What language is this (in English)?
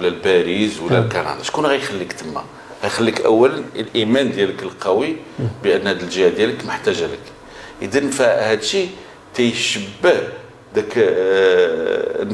Moroccan Arabic